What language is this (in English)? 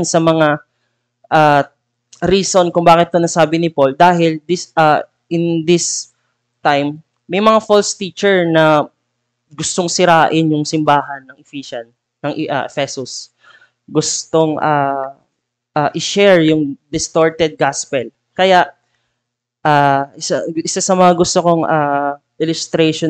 Filipino